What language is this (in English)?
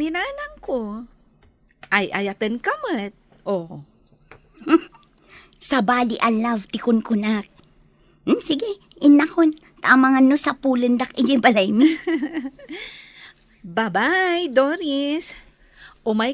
Iloko